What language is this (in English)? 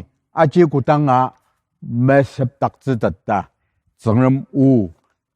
Ao Naga